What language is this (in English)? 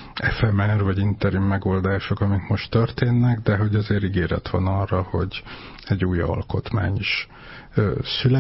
Hungarian